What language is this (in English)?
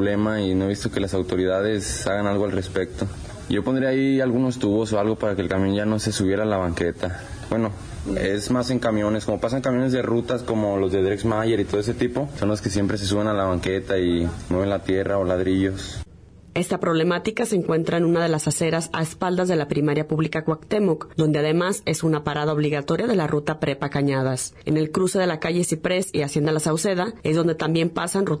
Spanish